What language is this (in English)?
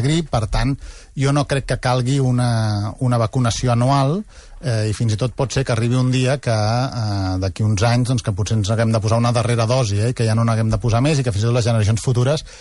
Catalan